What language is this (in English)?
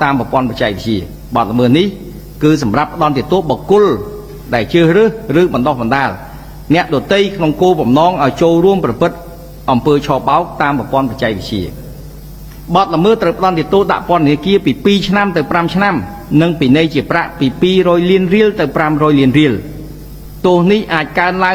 Khmer